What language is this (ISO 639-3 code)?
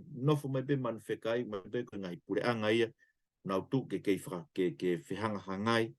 ton